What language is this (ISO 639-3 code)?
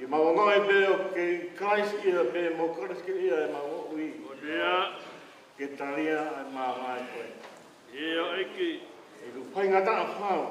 ton